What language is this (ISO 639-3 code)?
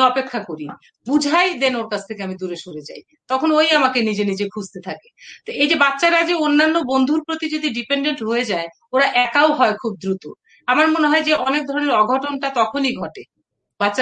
ben